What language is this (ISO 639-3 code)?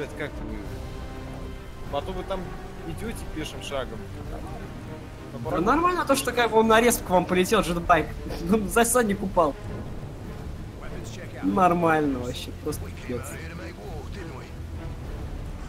rus